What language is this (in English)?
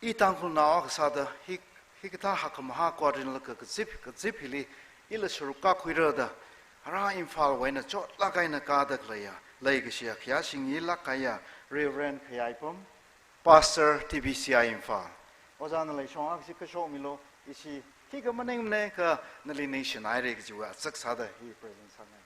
Tangkhul Naga (India)